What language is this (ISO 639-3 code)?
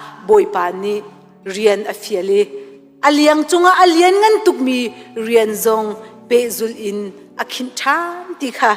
cnh